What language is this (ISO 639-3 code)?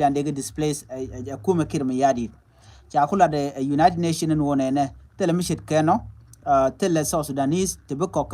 nus